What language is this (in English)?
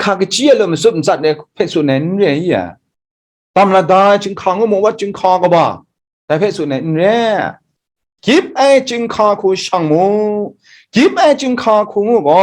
Kachin